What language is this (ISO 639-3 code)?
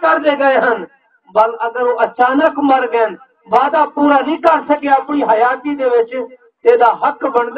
skr